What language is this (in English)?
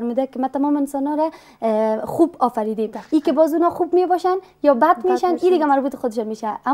Persian